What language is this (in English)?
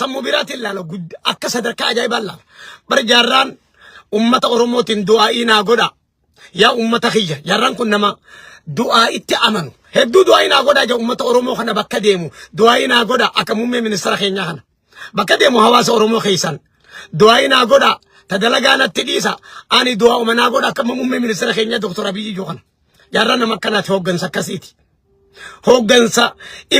Oromo